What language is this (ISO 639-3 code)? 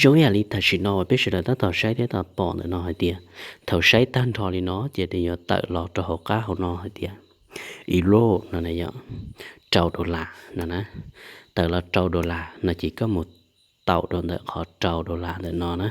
hmn